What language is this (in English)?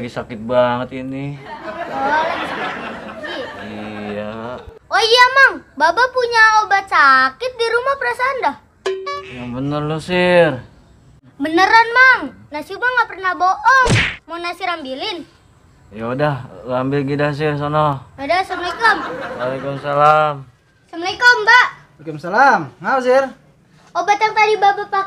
Betawi